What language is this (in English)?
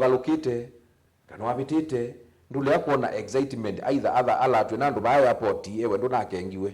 Kamba